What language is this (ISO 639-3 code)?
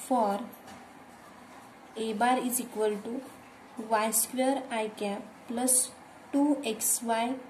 mar